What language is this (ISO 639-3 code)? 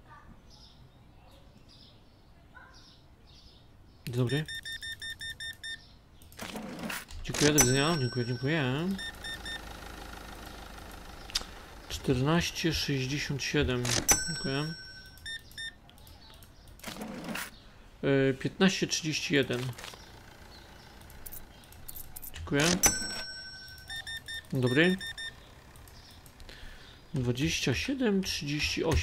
pol